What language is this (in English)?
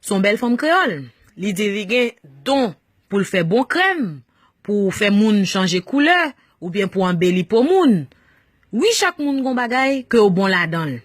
Haitian Creole